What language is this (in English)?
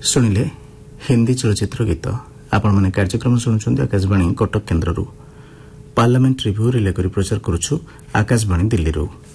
Odia